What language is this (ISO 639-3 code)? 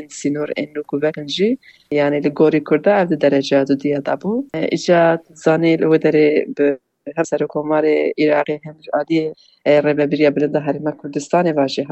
kur